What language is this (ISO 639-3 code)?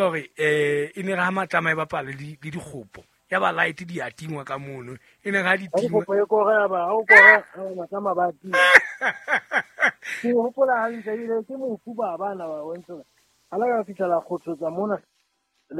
sot